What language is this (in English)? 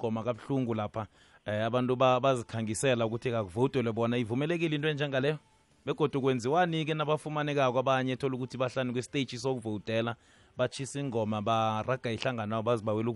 South Ndebele